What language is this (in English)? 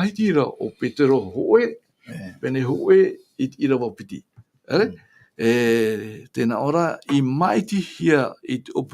Tahitian